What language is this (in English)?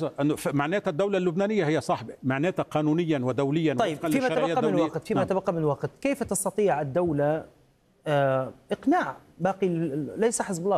Arabic